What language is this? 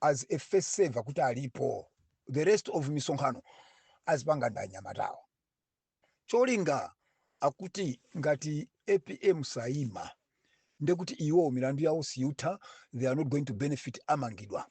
Nyanja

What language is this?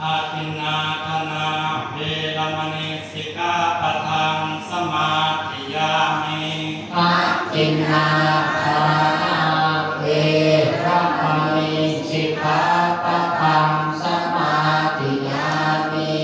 Pali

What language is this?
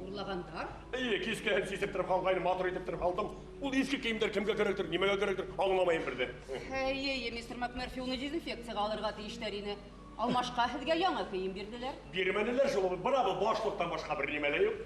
Bashkir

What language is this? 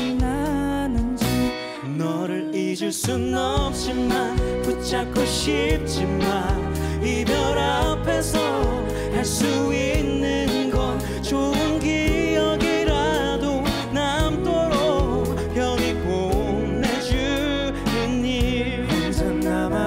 Korean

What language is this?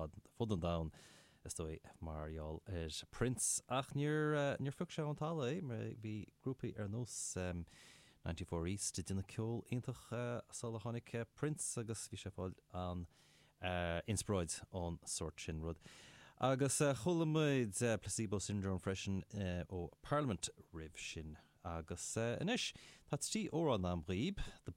Irish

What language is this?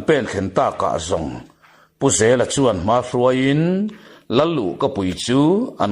Mizo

